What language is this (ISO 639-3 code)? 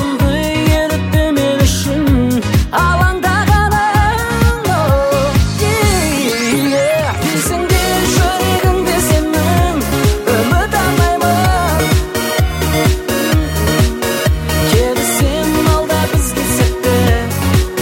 kaz